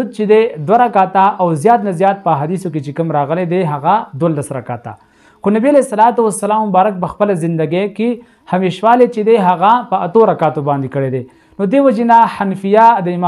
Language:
Pashto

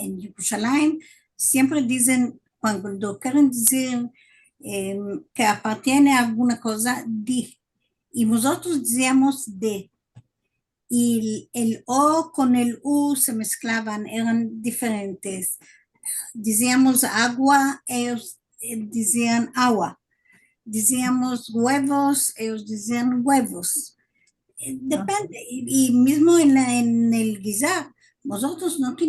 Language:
Ladino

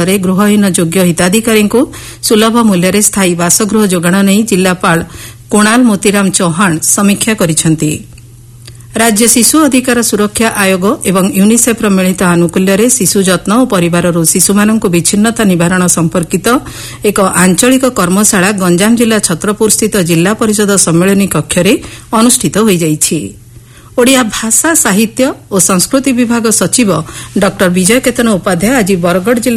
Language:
Odia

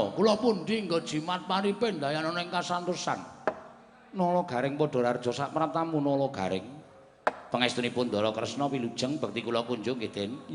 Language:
Javanese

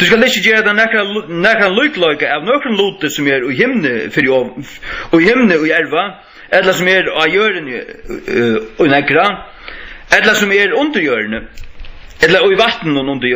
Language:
Faroese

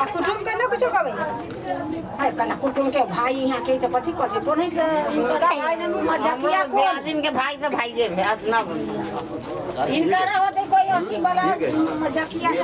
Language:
Maithili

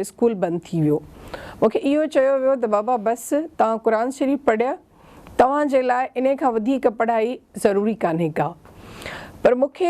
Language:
Sindhi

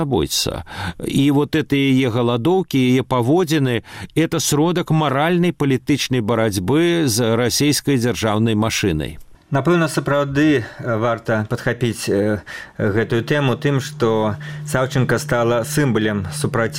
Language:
Belarusian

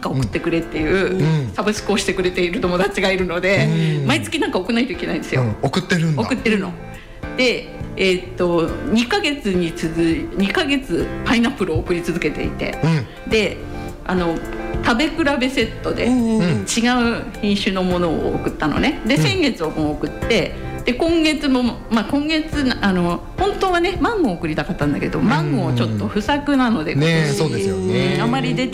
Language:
Japanese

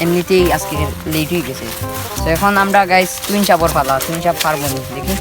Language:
Sylheti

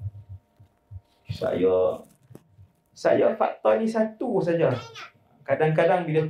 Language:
Malay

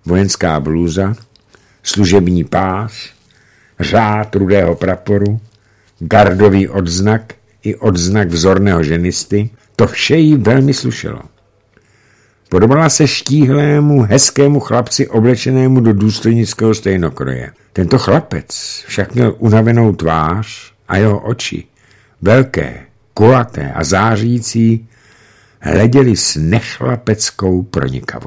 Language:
Czech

